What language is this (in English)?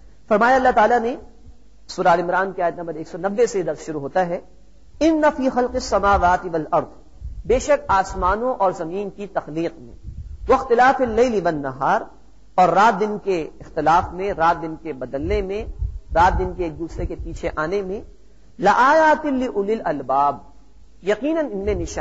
Urdu